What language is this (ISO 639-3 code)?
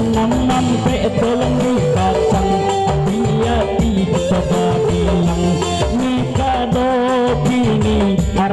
min